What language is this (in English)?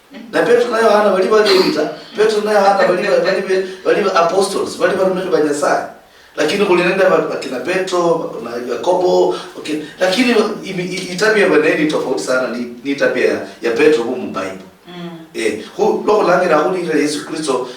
Luyia